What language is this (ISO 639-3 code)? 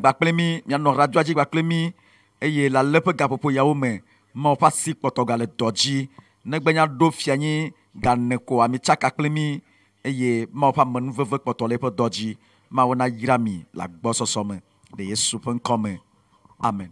ewe